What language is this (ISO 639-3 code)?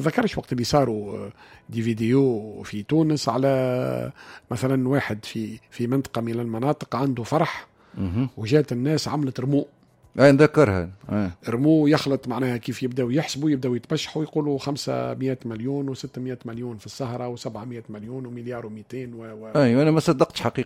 aeb